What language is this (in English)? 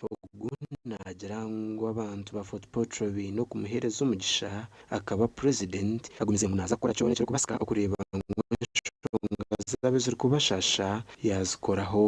Nyankole